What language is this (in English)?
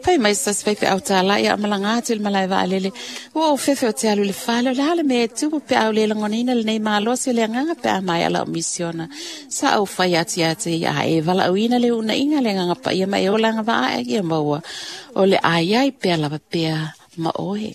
Samoan